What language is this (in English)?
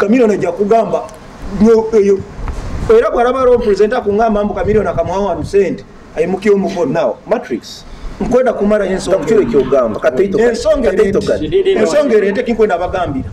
Nyoro